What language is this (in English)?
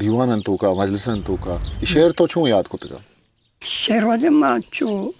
Eastern Balochi